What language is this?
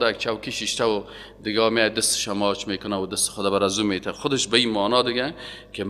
Persian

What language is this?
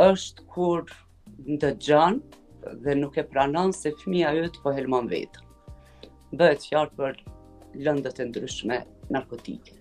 Albanian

